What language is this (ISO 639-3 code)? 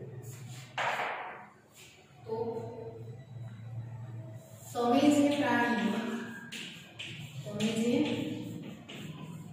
guj